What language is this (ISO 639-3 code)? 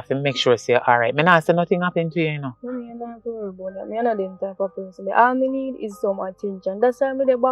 jam